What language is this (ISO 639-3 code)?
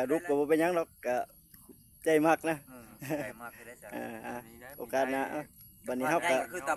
lao